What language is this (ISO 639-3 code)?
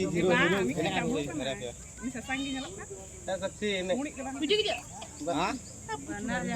sat